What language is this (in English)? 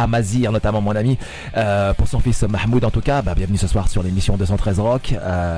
French